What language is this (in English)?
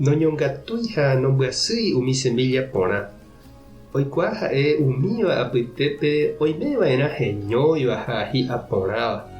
Guarani